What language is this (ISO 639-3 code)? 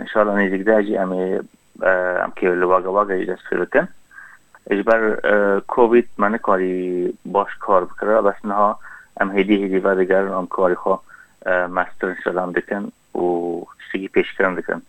kur